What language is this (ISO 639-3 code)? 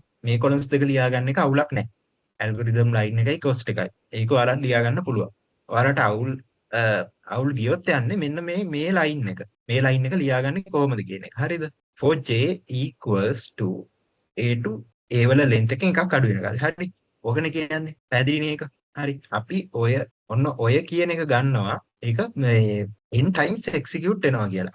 sin